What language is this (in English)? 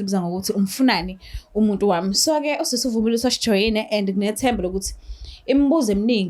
Zulu